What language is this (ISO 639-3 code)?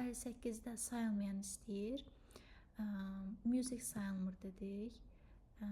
aze